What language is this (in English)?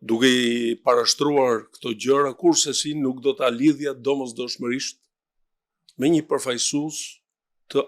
Albanian